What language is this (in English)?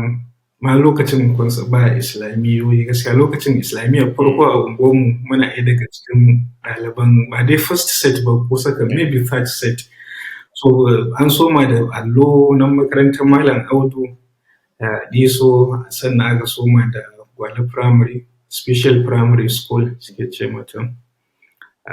Hausa